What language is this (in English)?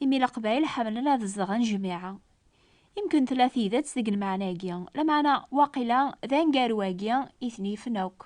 Kabyle